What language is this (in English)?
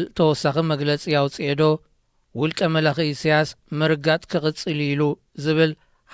Tigrinya